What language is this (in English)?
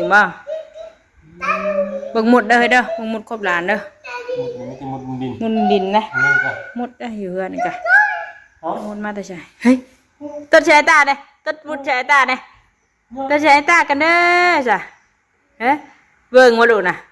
Northeastern Thai